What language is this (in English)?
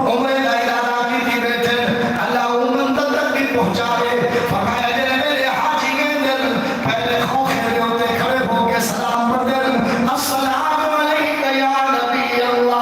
Saraiki